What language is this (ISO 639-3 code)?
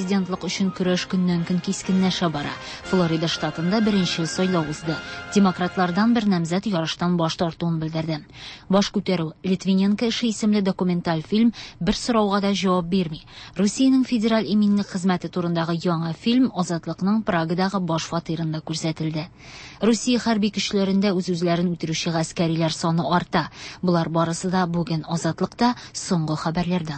tat